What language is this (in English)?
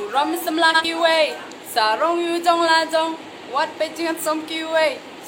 Khasi